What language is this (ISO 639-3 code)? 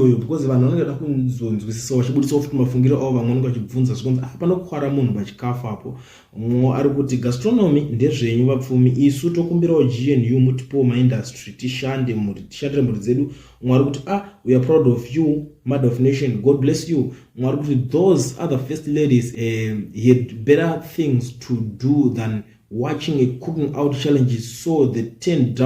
sna